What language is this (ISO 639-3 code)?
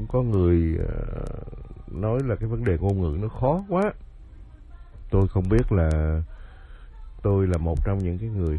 vie